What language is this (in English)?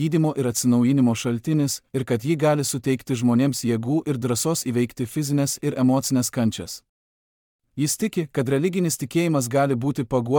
Lithuanian